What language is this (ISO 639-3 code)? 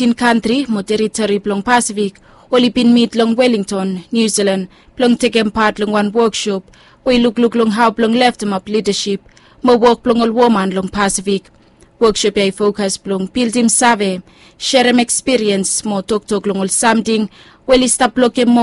bis